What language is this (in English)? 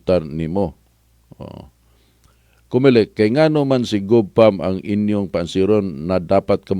Cebuano